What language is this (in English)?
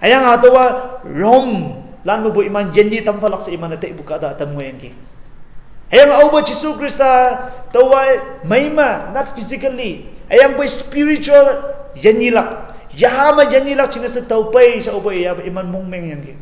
Konyak Naga